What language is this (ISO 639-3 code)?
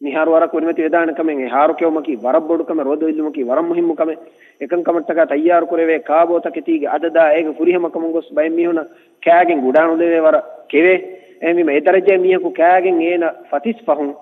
div